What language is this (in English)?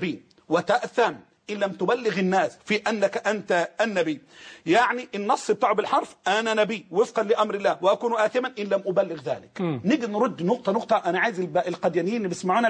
Egyptian Arabic